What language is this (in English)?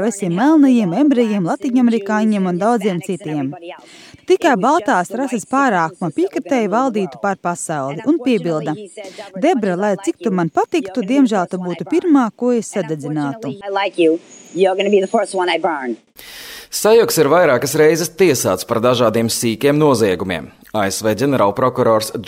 Latvian